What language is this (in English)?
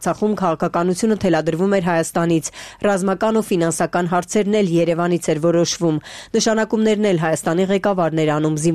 Armenian